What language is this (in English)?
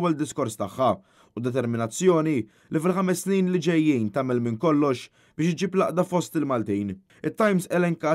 Maltese